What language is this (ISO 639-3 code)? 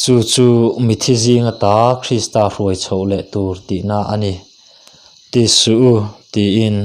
lus